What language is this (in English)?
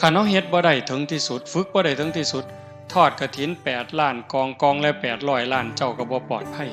Northeastern Thai